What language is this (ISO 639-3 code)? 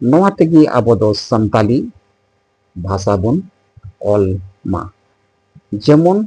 sat